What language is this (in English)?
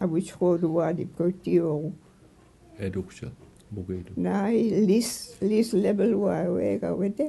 Mi'kmaw